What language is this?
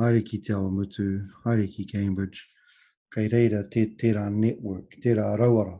Māori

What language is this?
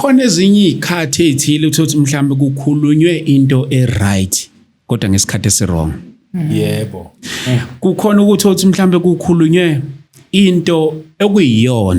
Zulu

